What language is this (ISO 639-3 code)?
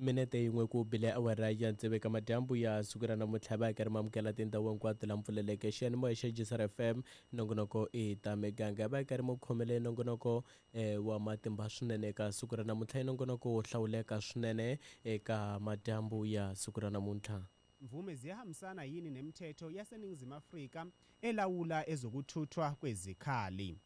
tso